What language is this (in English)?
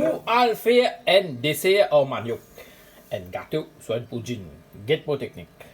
Morisyen